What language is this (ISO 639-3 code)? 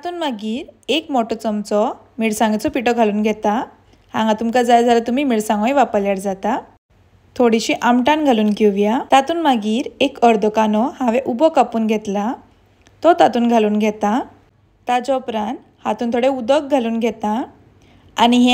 kok